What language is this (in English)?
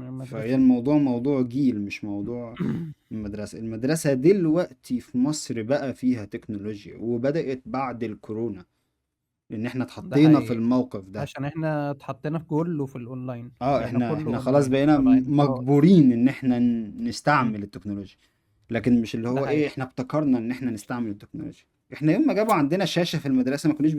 Egyptian Arabic